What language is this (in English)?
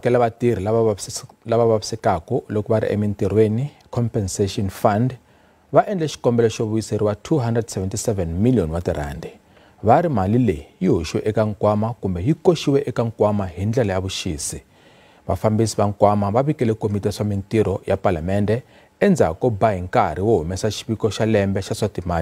Tsonga